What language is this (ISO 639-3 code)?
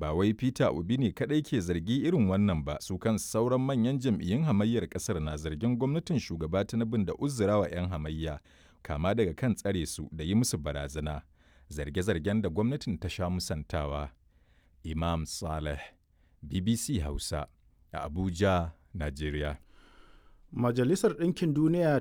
hau